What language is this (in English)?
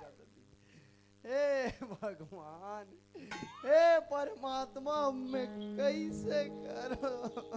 Chhattisgarhi